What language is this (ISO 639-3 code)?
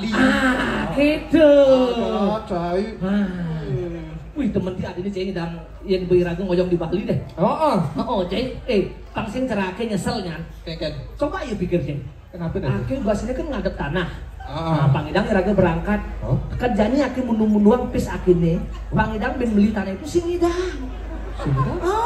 ban